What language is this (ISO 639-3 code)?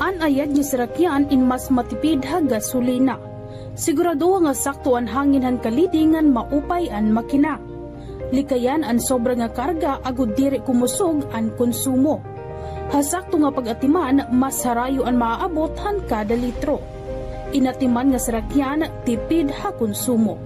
war